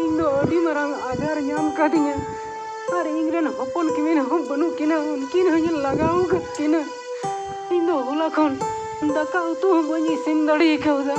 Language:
Santali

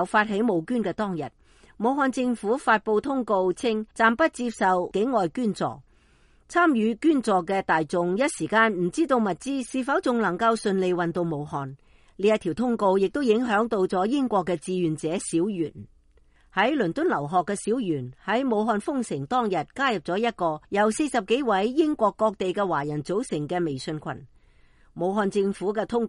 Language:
Cantonese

